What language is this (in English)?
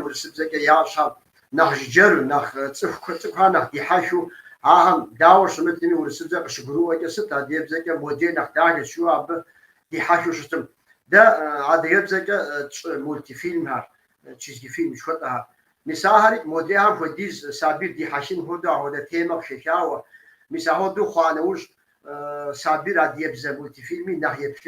Kabardian